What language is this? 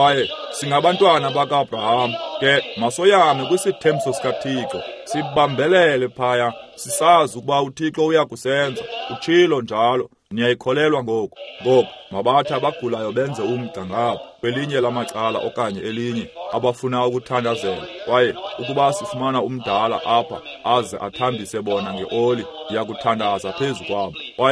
Xhosa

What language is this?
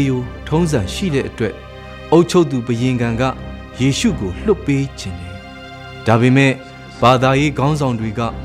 Burmese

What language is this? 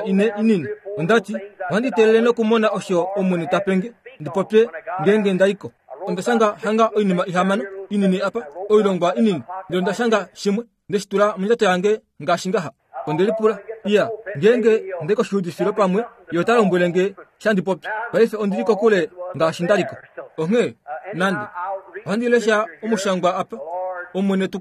Kuanyama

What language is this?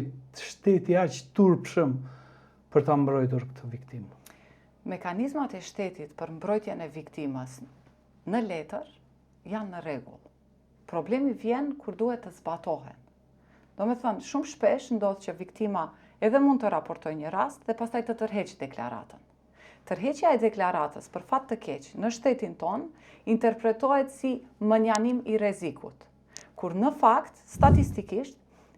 Albanian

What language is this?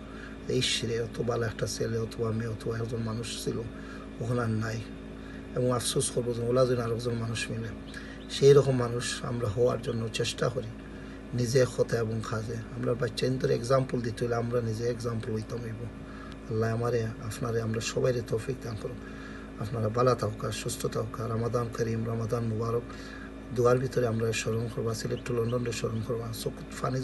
Sylheti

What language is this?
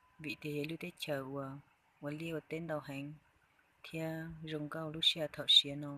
Hmong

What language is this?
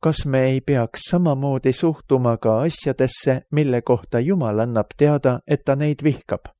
Estonian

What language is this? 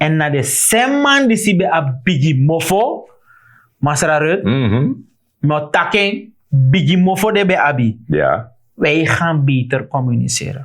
Sranan Tongo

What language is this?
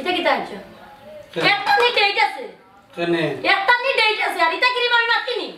Sylheti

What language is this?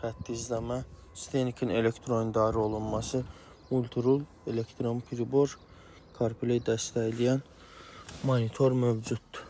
Azerbaijani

